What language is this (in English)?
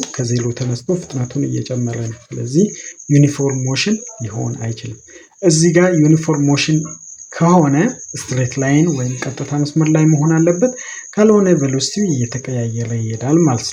Amharic